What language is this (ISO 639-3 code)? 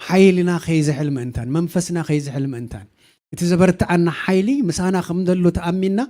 tir